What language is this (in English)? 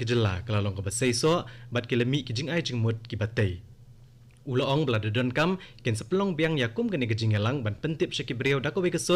Khasi